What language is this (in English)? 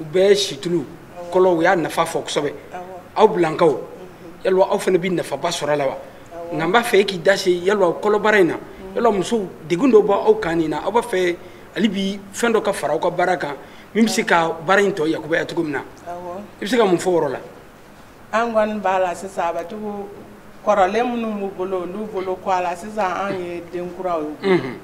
Bambara